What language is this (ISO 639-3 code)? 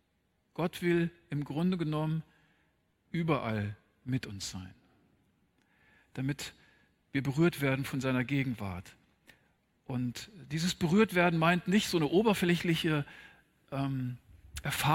deu